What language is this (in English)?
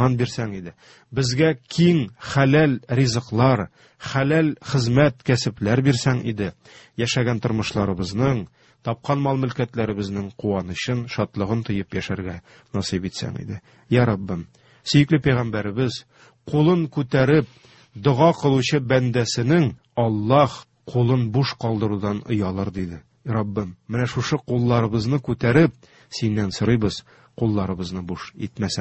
Tatar